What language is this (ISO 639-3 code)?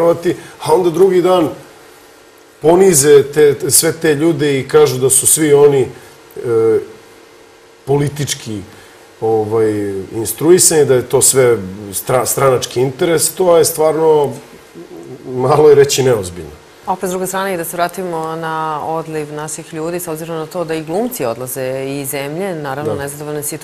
srp